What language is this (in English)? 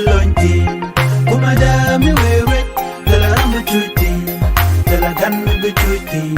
Nuer